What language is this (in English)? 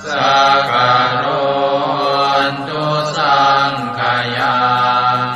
Pali